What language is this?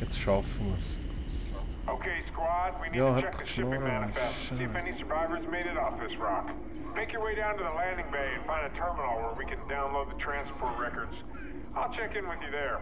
Swiss German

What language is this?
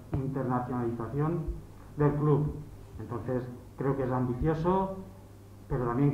Spanish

